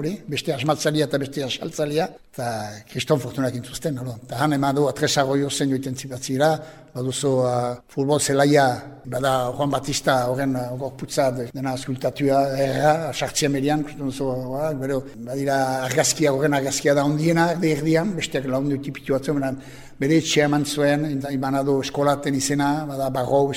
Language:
Basque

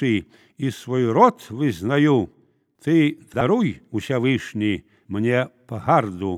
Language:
Belarusian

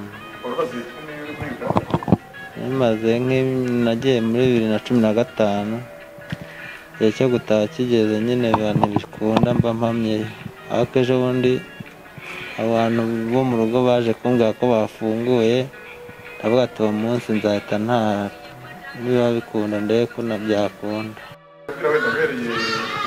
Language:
Kinyarwanda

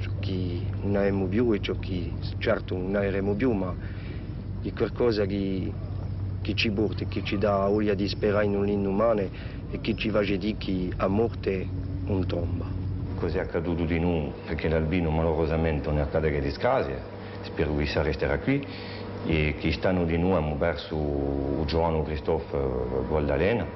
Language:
Corsican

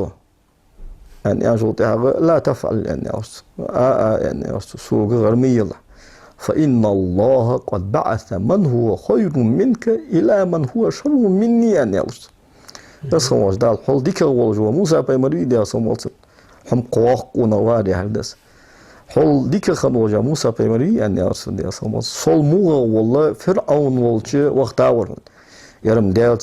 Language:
Ingush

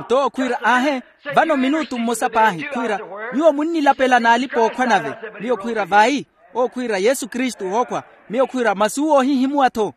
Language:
Makhuwa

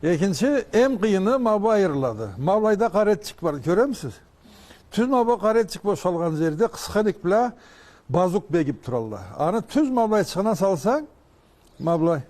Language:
Karachay-Balkar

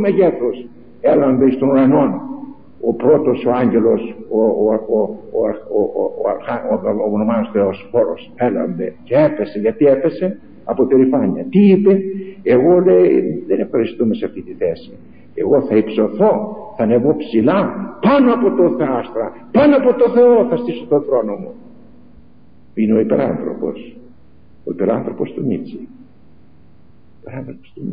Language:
Greek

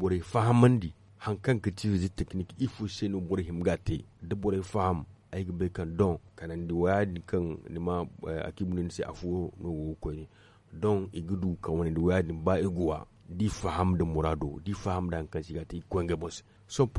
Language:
Zarma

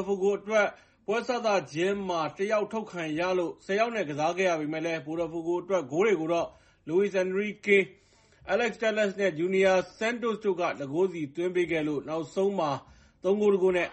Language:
Burmese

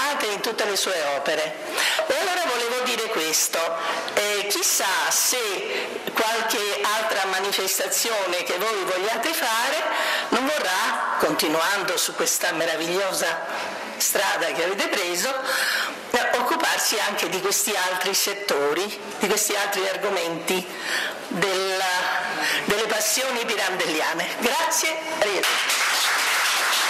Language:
Italian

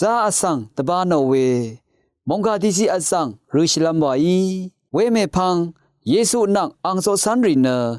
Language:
Rawang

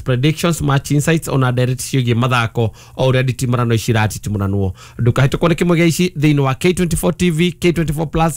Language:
Kikuyu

